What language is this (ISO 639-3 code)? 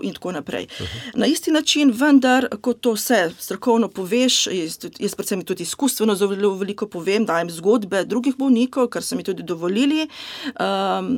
slv